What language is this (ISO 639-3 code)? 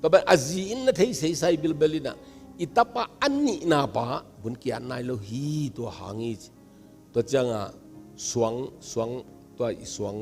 ctd